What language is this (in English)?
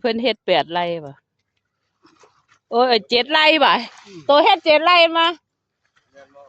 Northeastern Thai